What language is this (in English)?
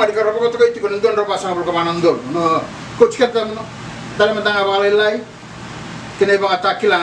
Fijian